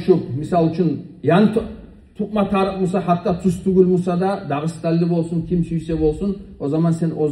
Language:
Kumyk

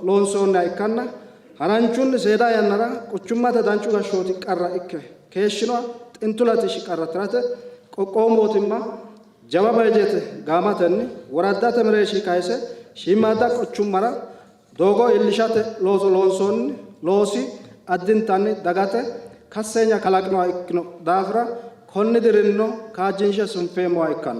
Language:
Sidamo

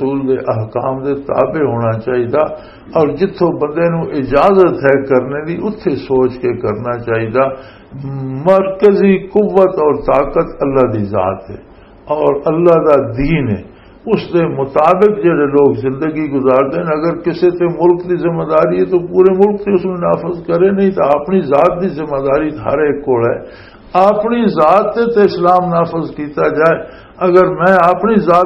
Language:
Western Panjabi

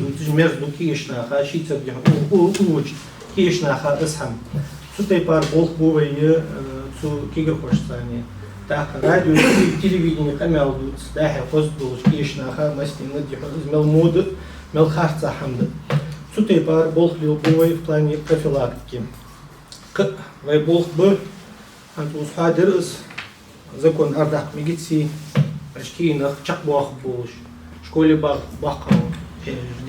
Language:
Ingush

